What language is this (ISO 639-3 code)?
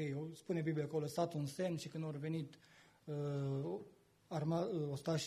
ron